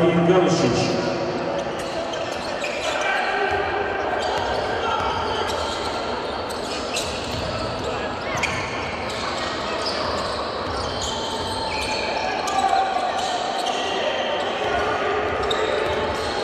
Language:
Croatian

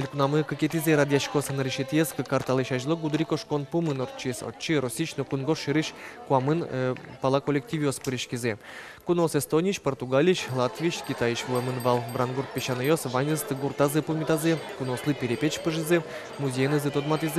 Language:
Udmurt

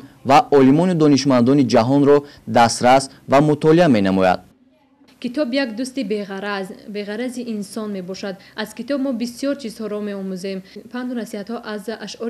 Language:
Tajik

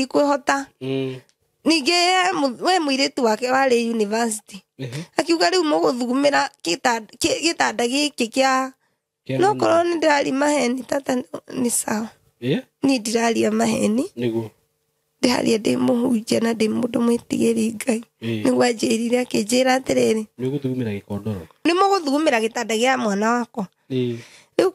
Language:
Kikuyu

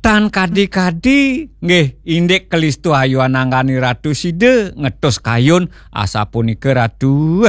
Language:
Balinese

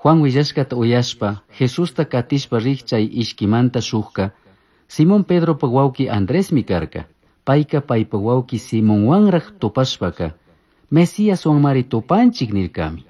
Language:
Chimborazo Highland Quichua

